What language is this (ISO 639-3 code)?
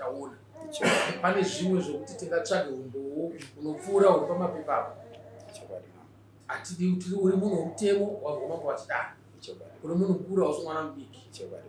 sna